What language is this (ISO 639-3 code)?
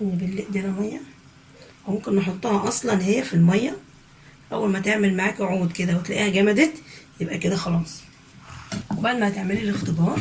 arz